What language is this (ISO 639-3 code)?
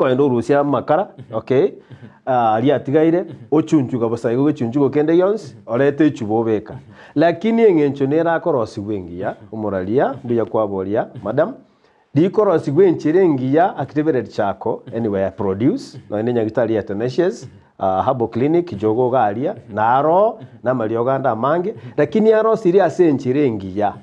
guz